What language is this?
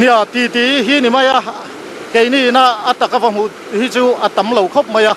Mizo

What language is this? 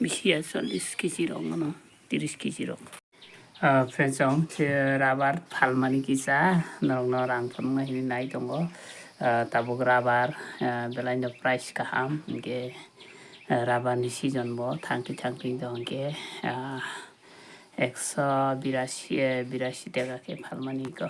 Kok Borok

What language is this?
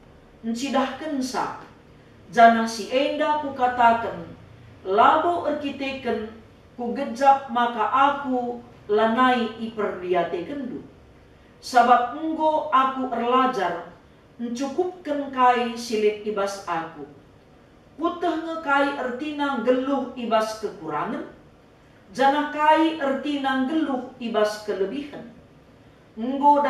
Batak Karo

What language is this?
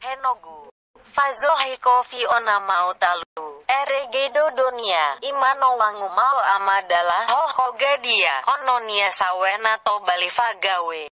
Nias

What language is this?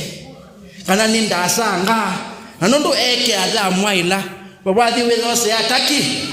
Kamba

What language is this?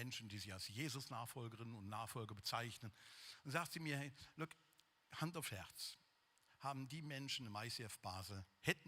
Swiss German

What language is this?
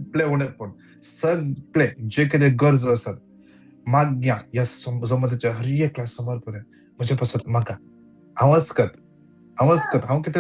Konkani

